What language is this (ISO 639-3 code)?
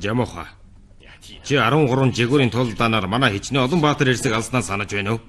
mon